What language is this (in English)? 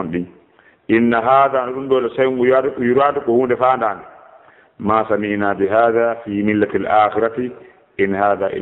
Fula